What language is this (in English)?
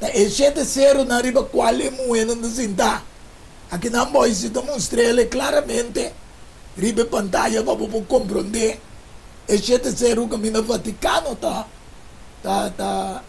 Papiamento